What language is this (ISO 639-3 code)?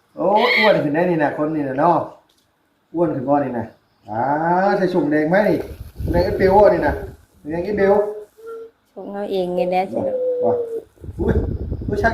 tts